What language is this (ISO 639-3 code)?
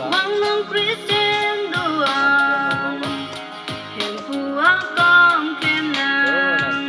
mjw